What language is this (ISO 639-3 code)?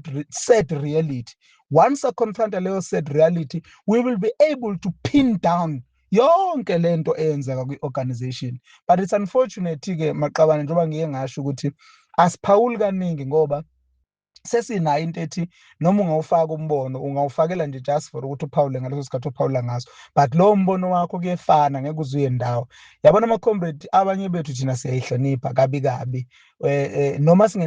zul